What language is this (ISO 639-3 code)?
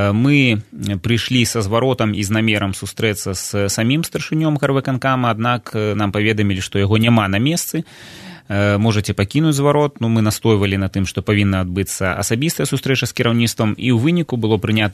bel